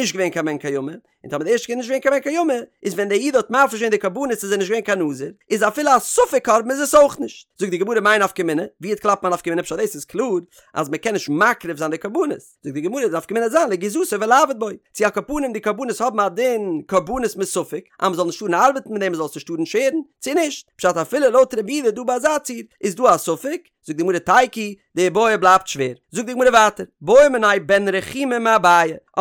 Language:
Yiddish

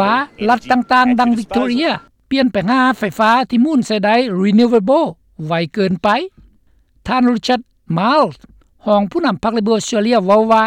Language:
Lao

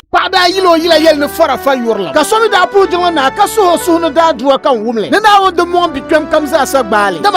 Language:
Dagbani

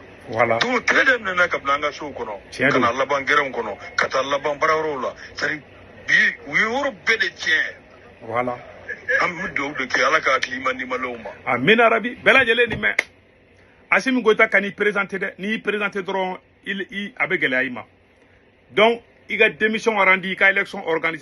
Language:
Bambara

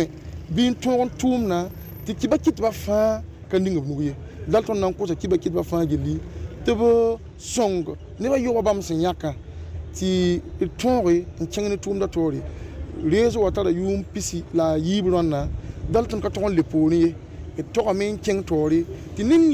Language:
Mossi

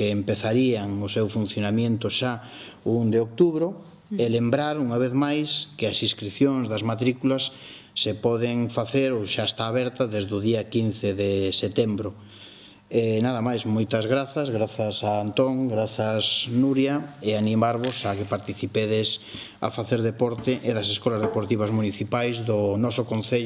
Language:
Galician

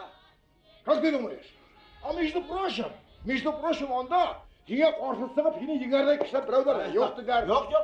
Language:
Bashkir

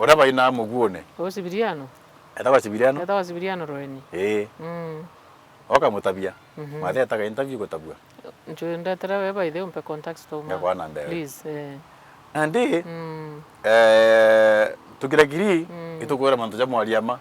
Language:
Meru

